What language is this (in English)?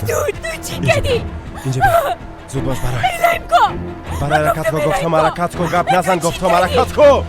Persian